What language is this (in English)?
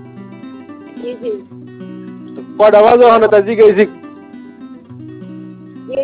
Bangla